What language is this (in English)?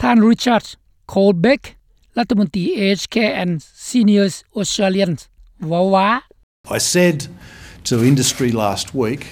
Lao